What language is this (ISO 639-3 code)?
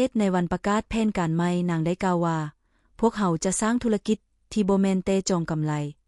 lao